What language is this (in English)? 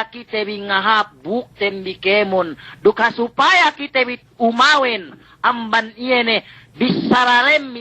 Yakan